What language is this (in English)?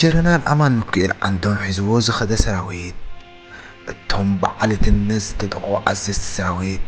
Tigrinya